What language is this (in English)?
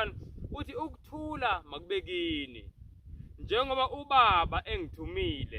Zulu